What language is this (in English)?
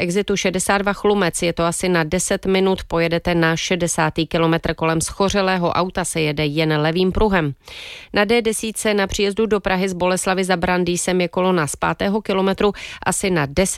Czech